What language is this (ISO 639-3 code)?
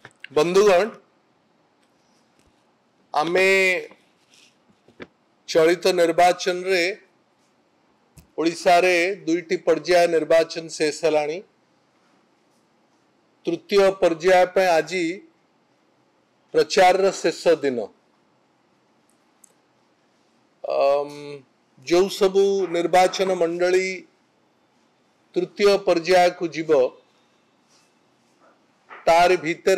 ori